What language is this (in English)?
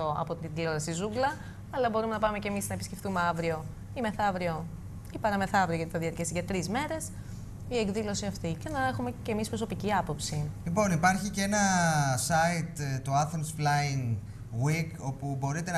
Greek